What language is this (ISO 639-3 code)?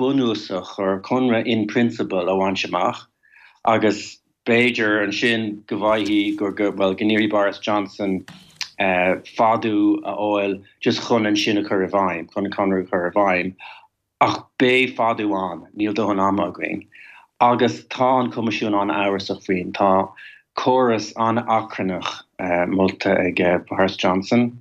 gle